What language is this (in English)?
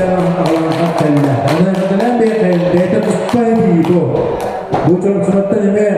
Yakut